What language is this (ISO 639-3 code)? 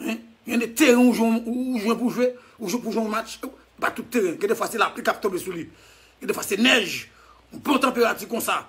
hat